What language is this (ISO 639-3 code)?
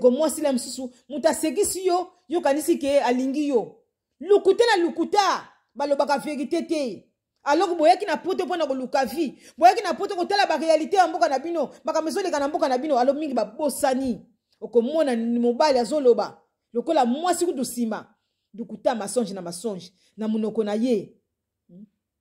lin